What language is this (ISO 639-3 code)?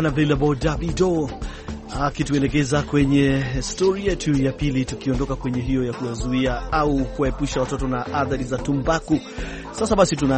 swa